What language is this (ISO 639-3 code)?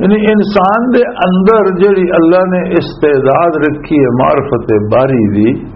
lah